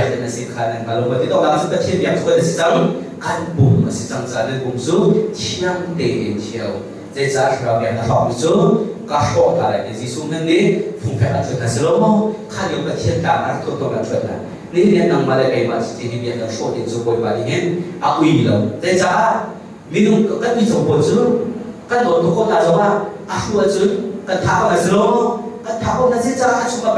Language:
Hakha Chin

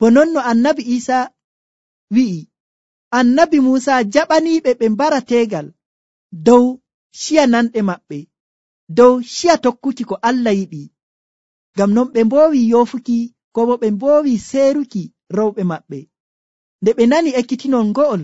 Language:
Nigerian Fulfulde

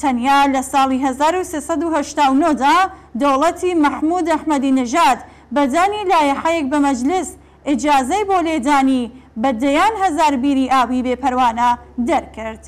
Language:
Central Kurdish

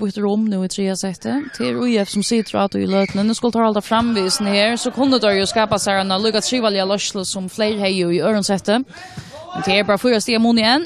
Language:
Faroese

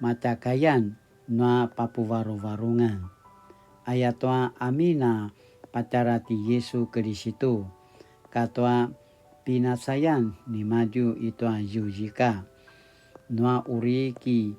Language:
Paiwan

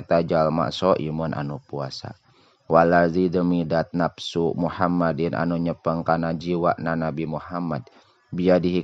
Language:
Sundanese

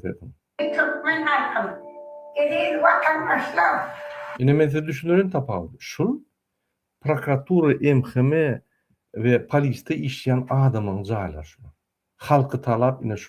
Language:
Turkmen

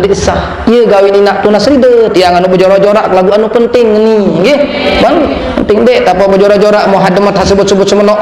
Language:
Sasak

